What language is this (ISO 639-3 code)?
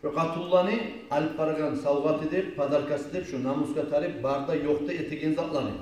kum